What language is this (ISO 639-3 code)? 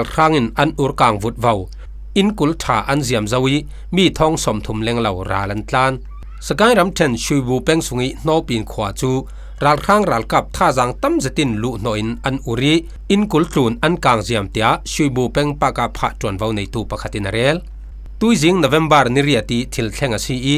cfm